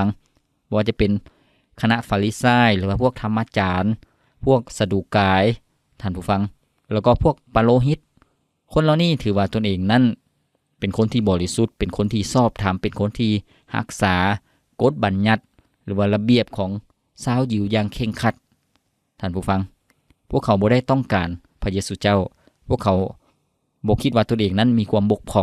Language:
Lao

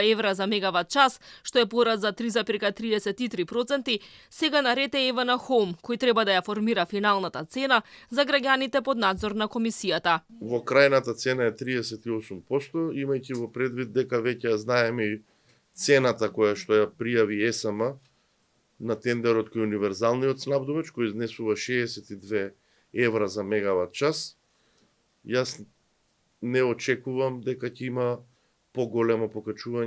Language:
Macedonian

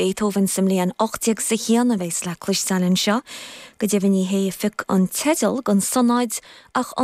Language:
Irish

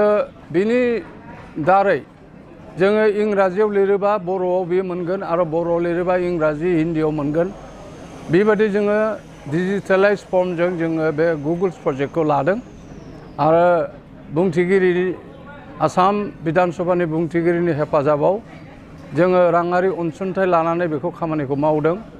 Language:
Bodo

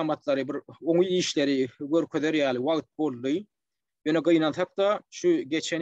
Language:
Turkmen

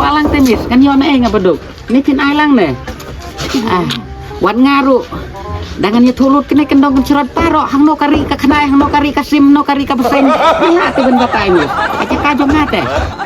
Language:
Khasi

